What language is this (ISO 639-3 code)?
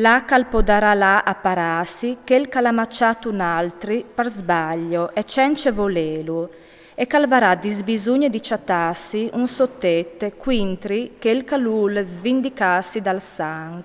fur